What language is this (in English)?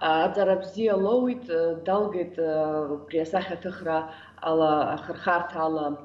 Abkhazian